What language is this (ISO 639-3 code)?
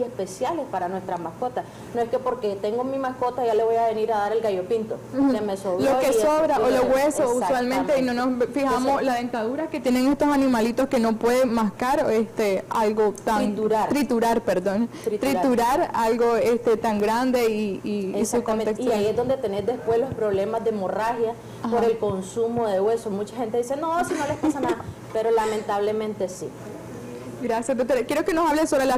spa